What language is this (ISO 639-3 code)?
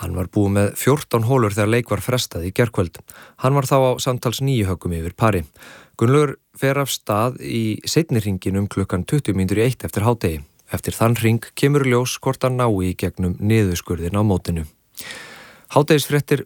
isl